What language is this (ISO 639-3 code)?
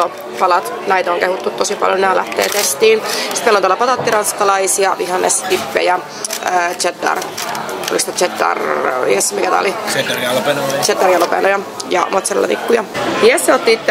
fin